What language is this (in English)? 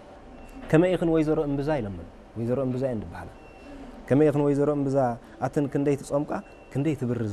Tigrinya